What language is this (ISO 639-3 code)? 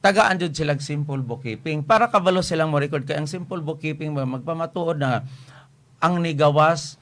ceb